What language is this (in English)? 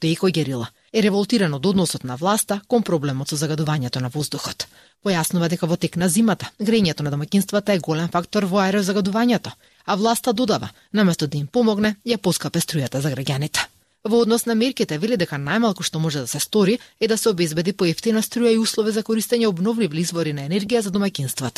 Macedonian